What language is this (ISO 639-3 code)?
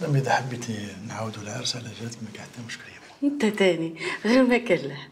arq